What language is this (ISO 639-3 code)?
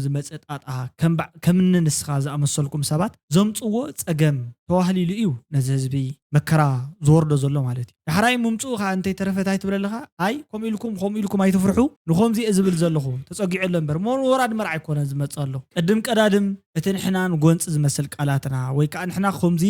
tir